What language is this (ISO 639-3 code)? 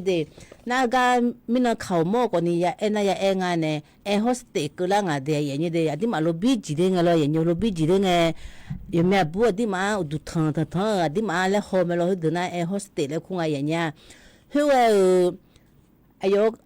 ahk